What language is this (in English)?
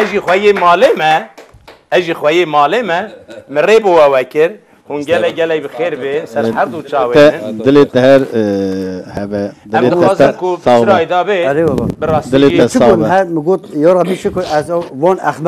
Kurdish